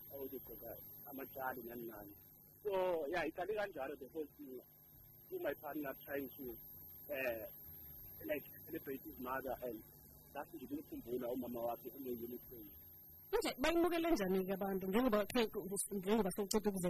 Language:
South Ndebele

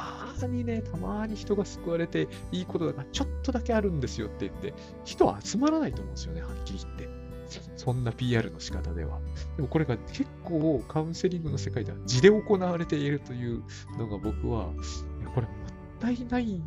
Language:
Japanese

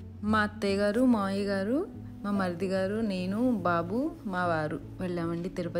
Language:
Telugu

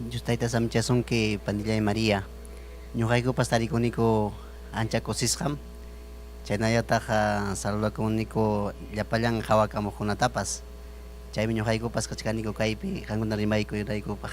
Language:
Ayacucho Quechua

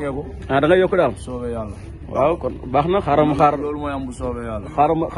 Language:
Wolof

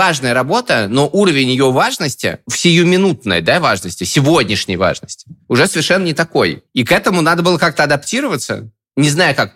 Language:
Russian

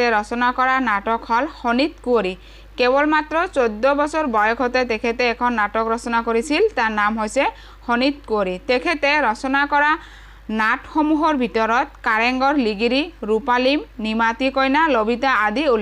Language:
Assamese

